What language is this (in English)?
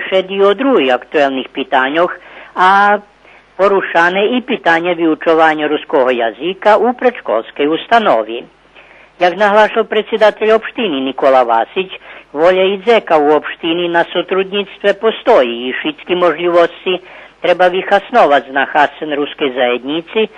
Rusyn